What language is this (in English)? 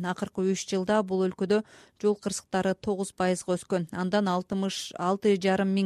Kyrgyz